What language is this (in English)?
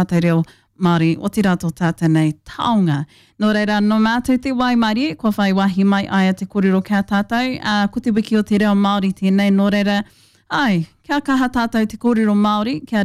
Māori